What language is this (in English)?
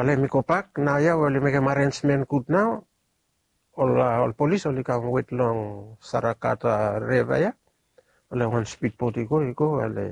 Bislama